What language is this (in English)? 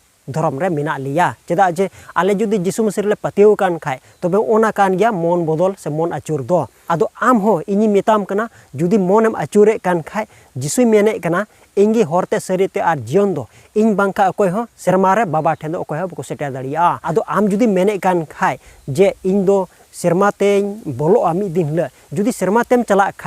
Santali